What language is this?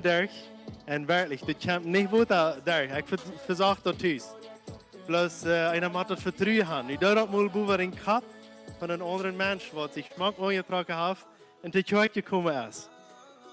Plautdietsch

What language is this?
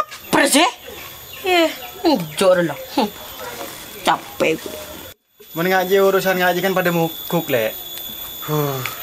Madurese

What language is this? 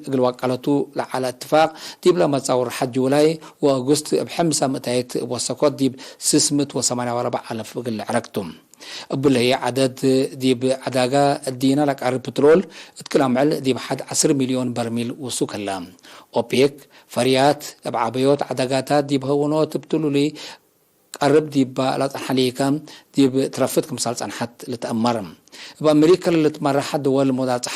Tigre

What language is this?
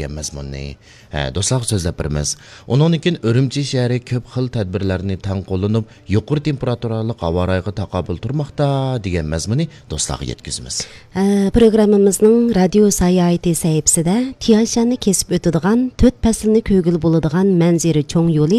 Uyghur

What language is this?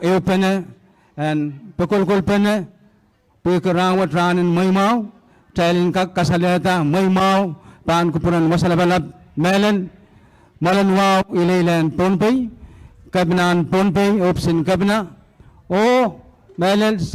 Pohnpeian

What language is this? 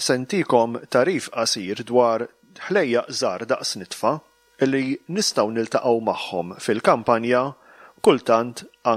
Maltese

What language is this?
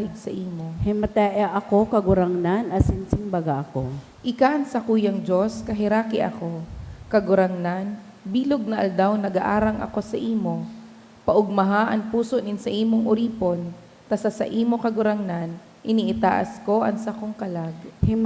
Bikol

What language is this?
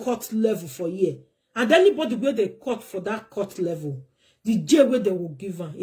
Nigerian Pidgin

